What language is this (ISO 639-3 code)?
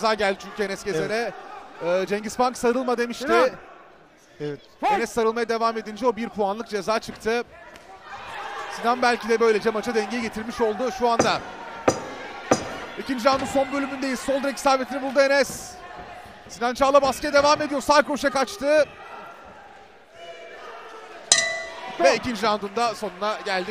tur